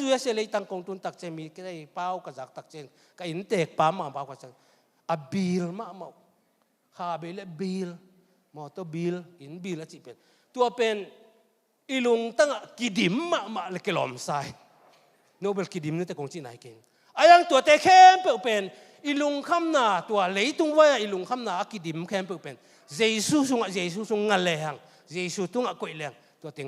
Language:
Tedim Chin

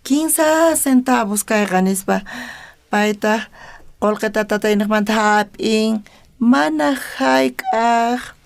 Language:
South Bolivian Quechua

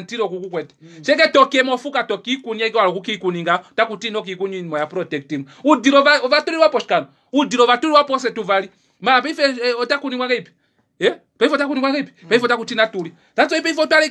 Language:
Kuanyama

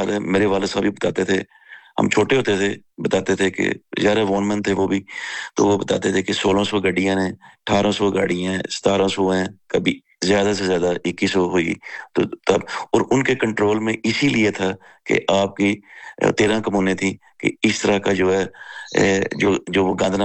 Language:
Urdu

